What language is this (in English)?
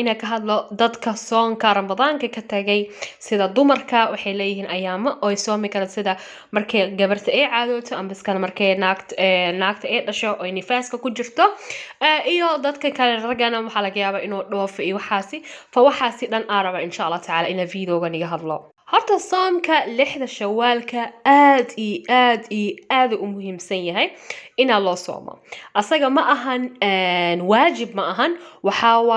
Somali